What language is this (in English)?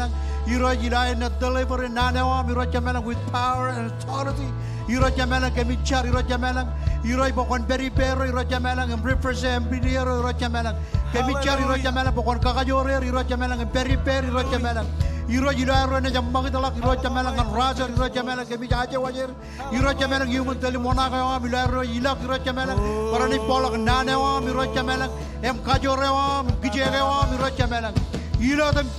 Marshallese